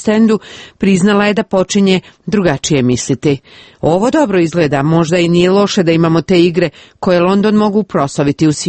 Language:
Croatian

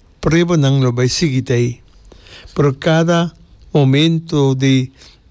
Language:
Papiamento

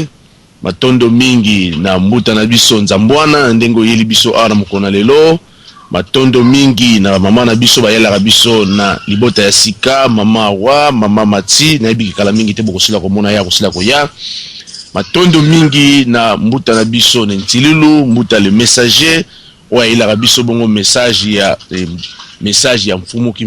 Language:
Lingala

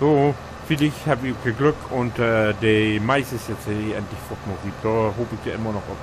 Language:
Low German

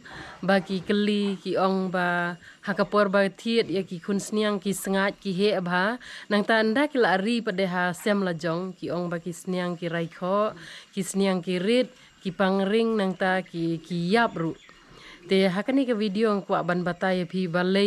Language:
Khasi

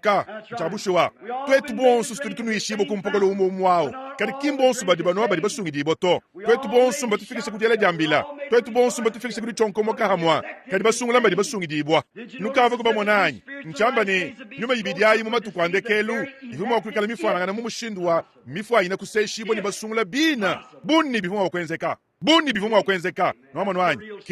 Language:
Luba-Lulua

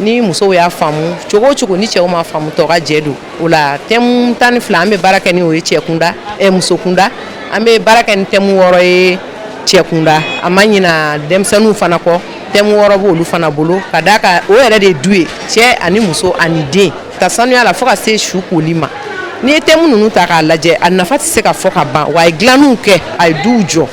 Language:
Bambara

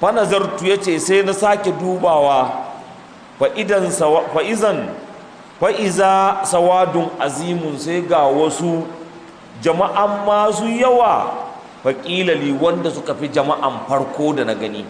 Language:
Hausa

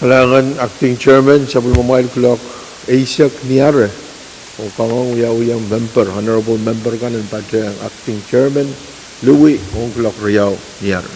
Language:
Pohnpeian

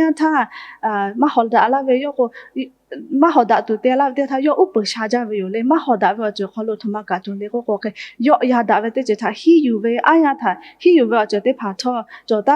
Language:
Lahu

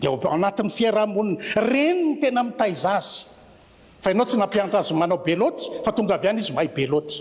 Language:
Malagasy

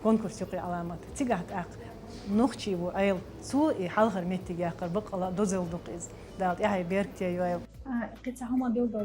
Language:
Chechen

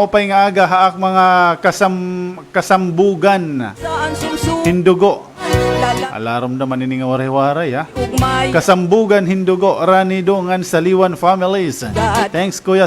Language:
Waray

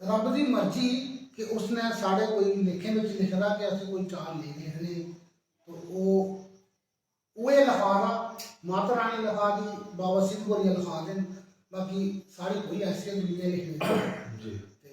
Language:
Dogri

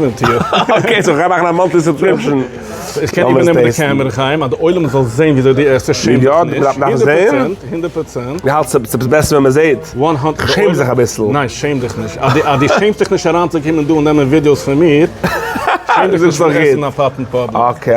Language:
Yiddish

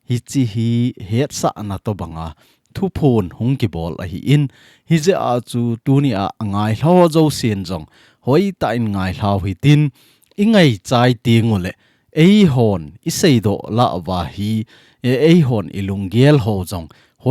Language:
Thado Chin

